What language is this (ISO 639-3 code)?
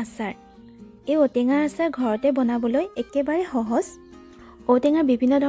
asm